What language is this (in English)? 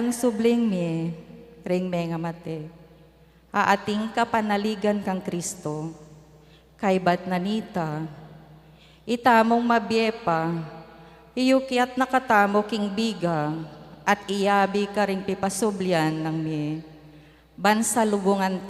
Pampanga